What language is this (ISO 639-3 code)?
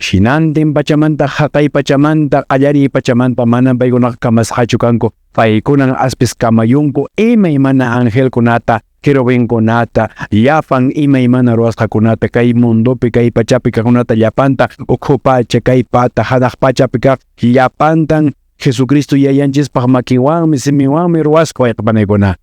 que